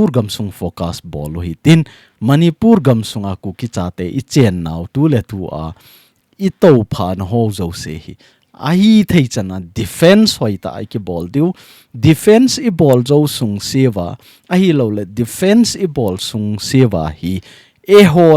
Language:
Thado Chin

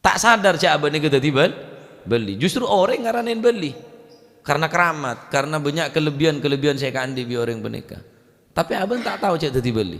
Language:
Madurese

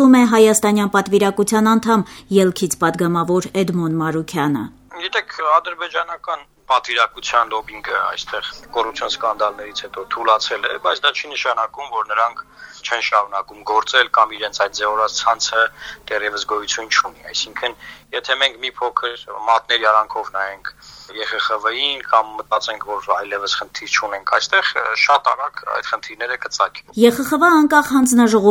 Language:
Armenian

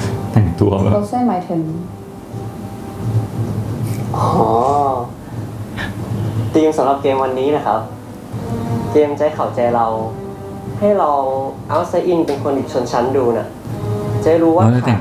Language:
Thai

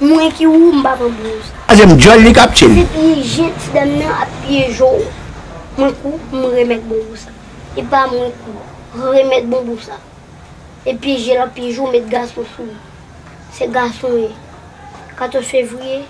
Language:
Haitian Creole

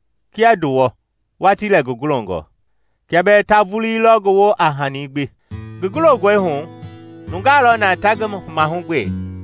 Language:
Mende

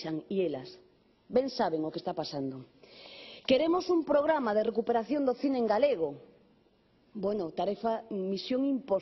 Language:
Galician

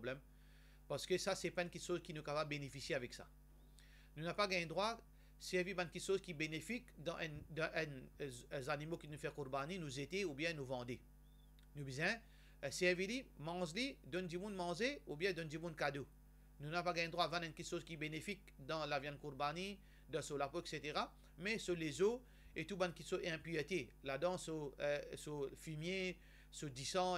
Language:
Morisyen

